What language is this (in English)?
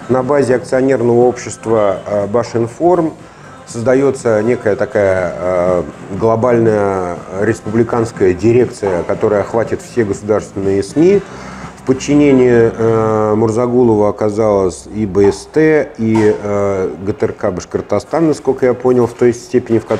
Russian